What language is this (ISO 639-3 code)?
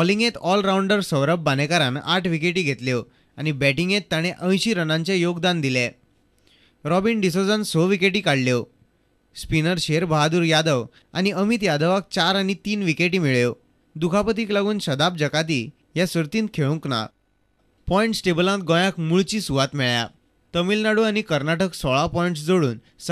kok